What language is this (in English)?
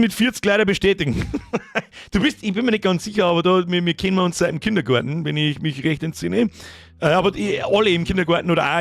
Bavarian